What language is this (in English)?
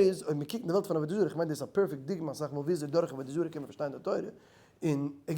Yiddish